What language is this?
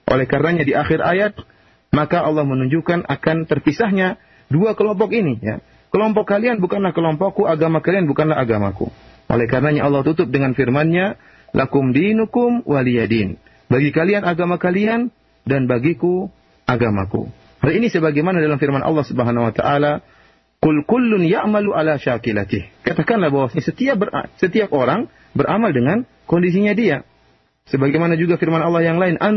Indonesian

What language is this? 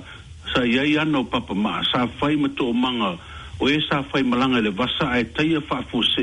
Samoan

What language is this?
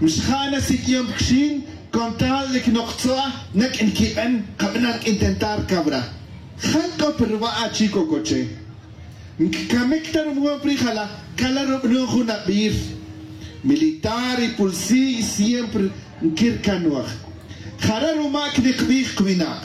Tz'utujil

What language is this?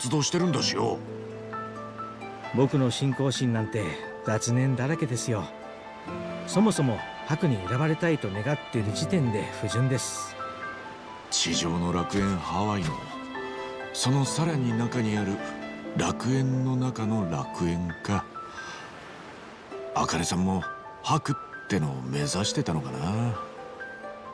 Japanese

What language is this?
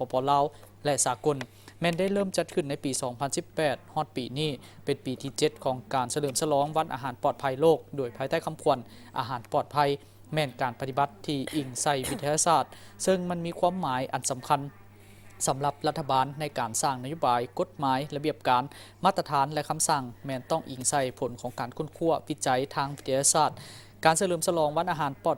Lao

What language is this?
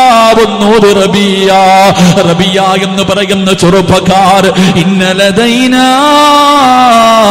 Malayalam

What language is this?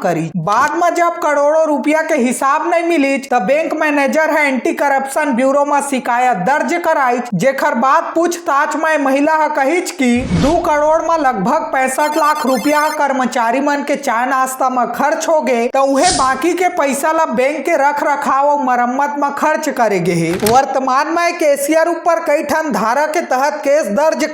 Chhattisgarhi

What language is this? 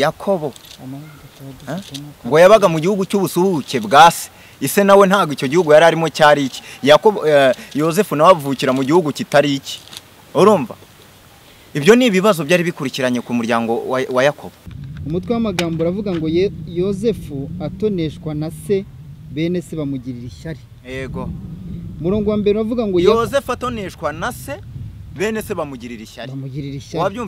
Kinyarwanda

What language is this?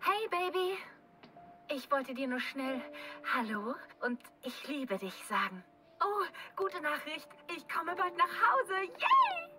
Bavarian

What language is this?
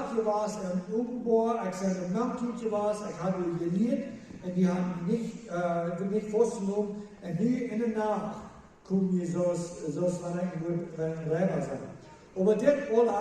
Plautdietsch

